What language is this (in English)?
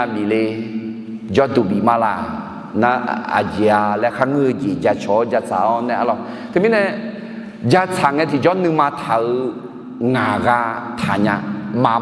Akha